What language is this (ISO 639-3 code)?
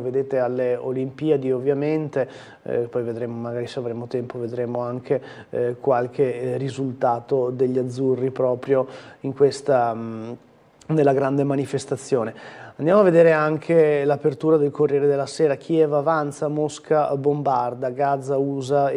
ita